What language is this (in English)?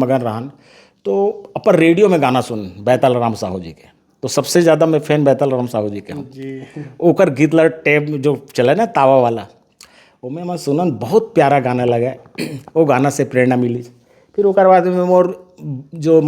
Chhattisgarhi